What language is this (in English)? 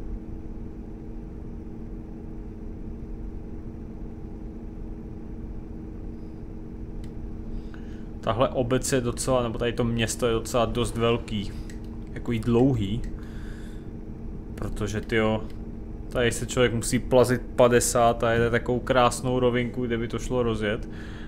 Czech